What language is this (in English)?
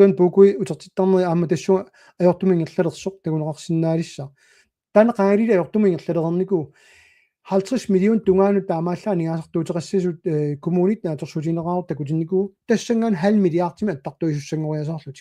Kalaallisut